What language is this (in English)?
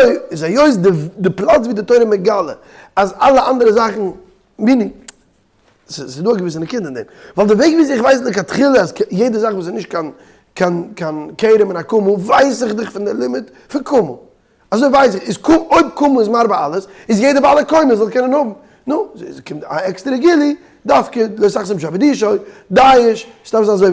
Yiddish